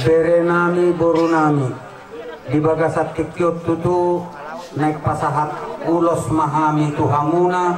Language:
Batak Toba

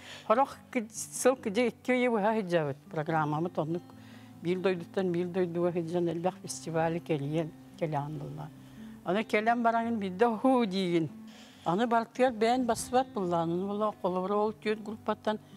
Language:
Yakut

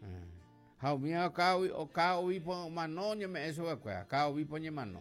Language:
Guarani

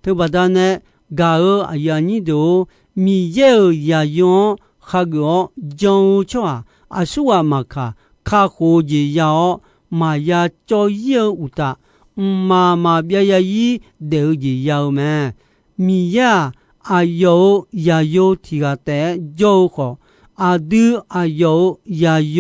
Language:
Akha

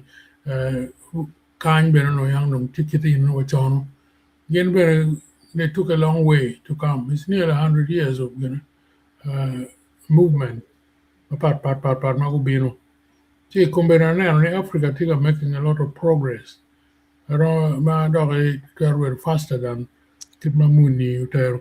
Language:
Acoli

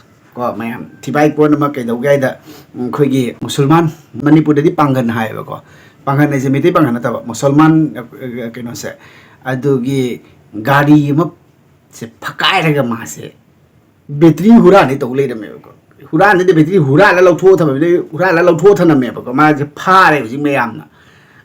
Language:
Manipuri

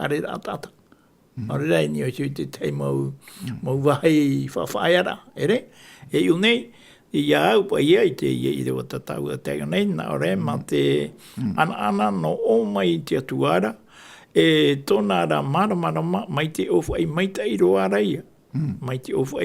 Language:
Tahitian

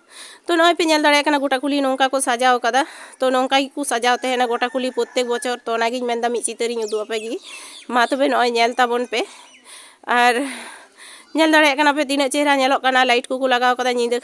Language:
Santali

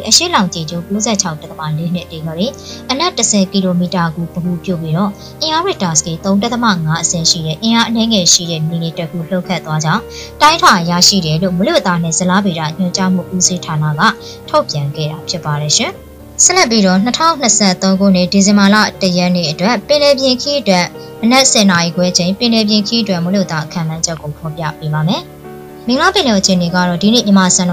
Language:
Burmese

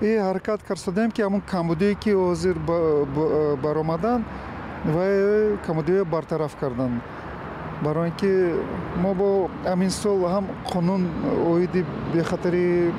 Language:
Tajik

